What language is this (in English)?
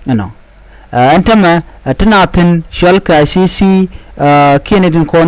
Nuer